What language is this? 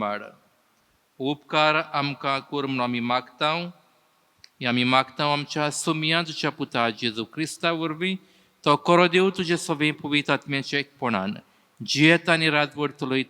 Konkani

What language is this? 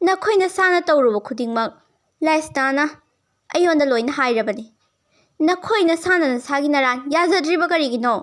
Manipuri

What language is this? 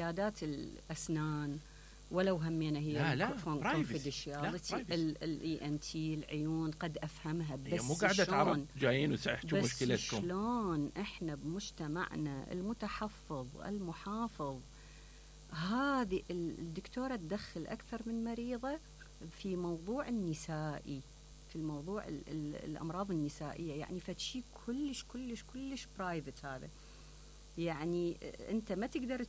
Mesopotamian Arabic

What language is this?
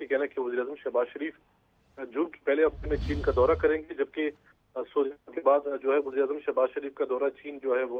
Urdu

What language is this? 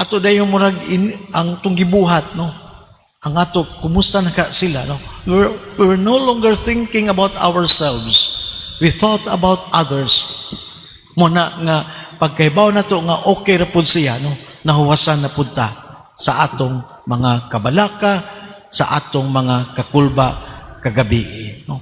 Cebuano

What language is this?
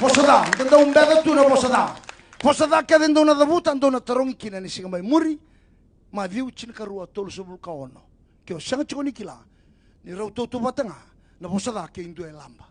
Fijian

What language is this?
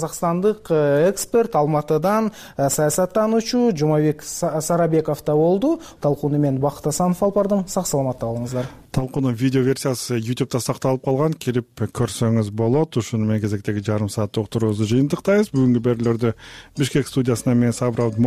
Kyrgyz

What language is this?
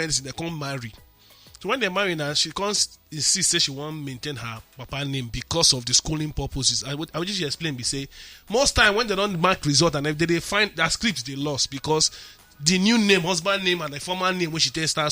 Nigerian Pidgin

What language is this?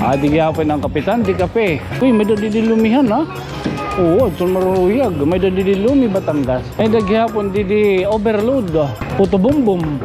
Waray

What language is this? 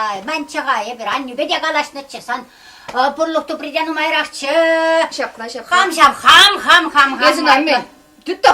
Chuvash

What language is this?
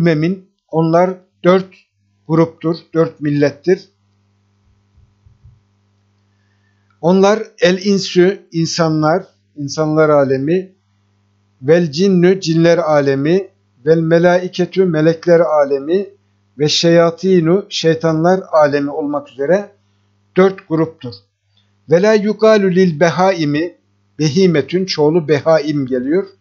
Turkish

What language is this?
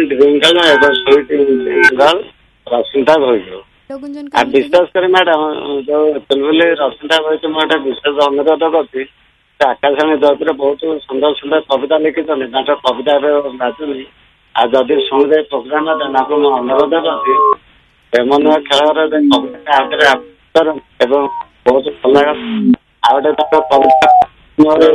Odia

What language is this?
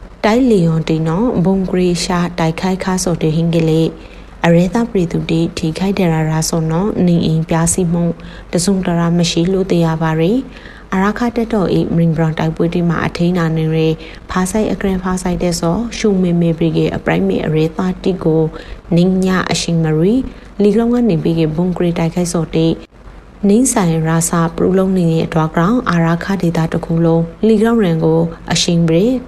Burmese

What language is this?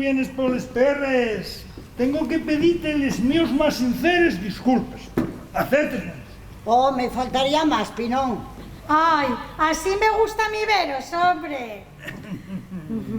Asturian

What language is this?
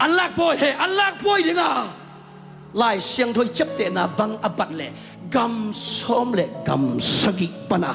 Tedim Chin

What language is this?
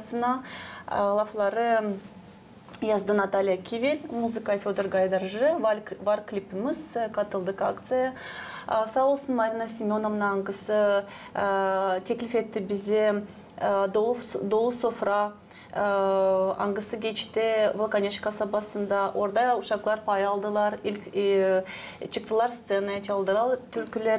Gagauz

